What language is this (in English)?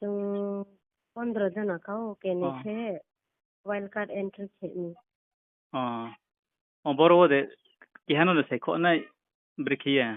Riang (India)